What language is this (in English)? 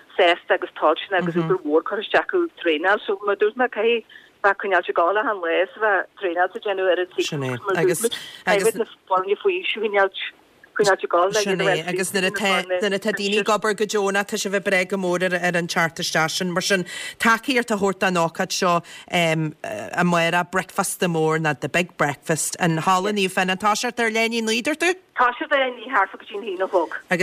Irish